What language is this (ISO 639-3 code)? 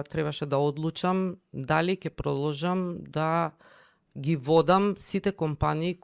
mkd